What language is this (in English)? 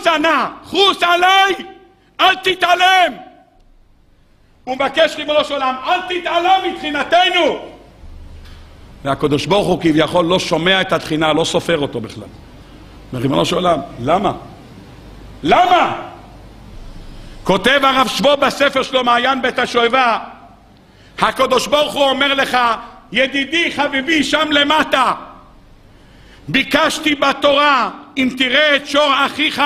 Hebrew